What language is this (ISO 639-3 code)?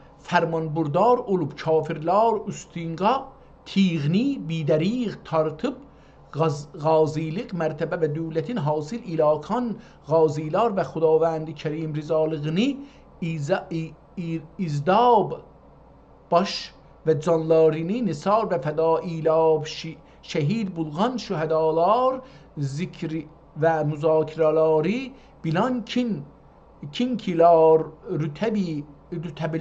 azb